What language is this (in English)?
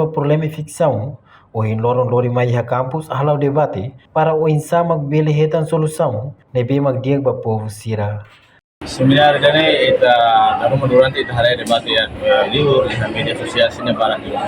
Tetum